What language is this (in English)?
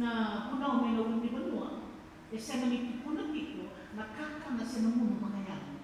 Fijian